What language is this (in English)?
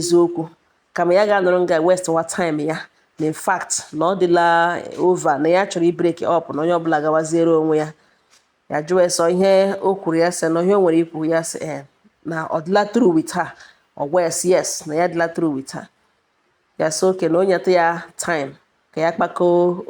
Igbo